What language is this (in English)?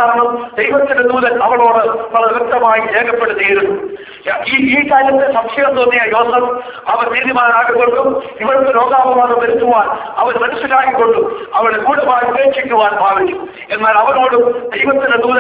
Malayalam